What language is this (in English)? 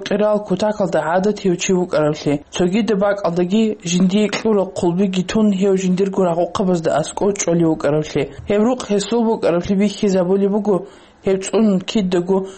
Avaric